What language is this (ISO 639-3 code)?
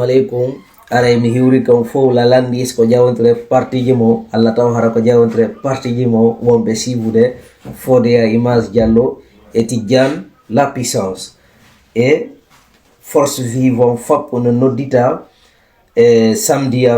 ful